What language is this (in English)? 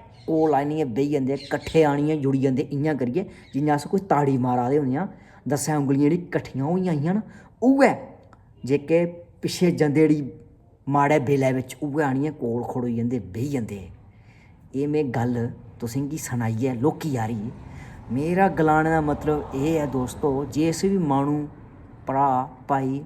Dogri